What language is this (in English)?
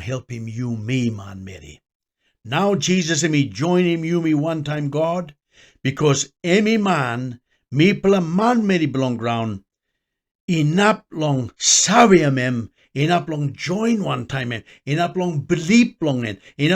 Tok Pisin